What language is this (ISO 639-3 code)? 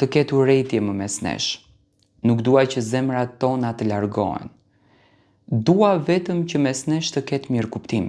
sqi